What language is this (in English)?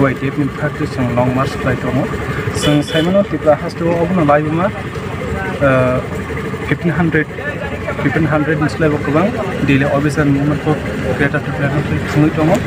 Kok Borok